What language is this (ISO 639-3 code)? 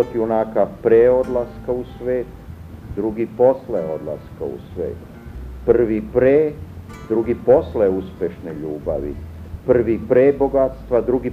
srp